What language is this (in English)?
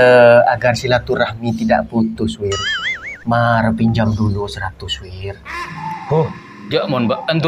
Madurese